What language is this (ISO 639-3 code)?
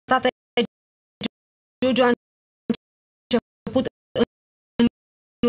ron